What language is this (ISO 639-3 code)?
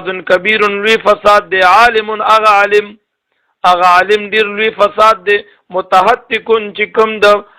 pus